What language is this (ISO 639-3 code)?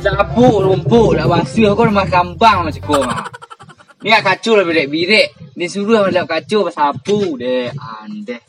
min